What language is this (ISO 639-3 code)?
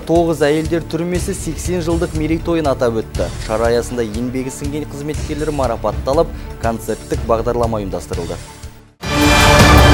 kaz